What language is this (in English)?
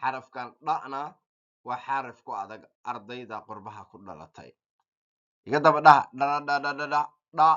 Somali